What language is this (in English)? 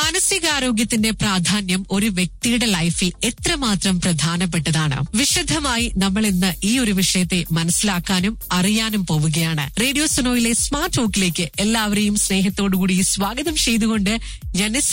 Malayalam